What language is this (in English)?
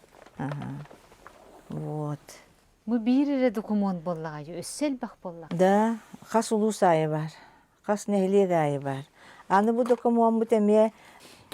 Yakut